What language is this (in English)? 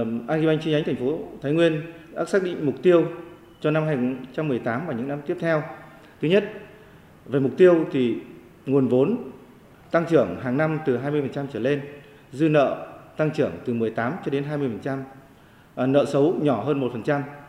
Vietnamese